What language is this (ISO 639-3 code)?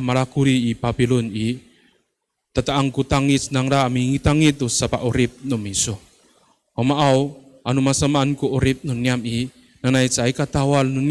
ami